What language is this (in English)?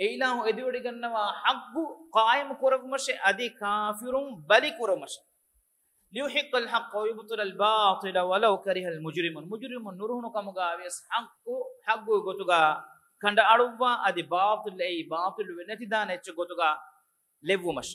Divehi